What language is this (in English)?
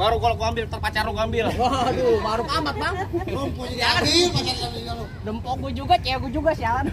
Betawi